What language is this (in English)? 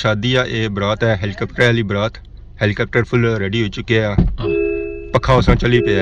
Pahari-Potwari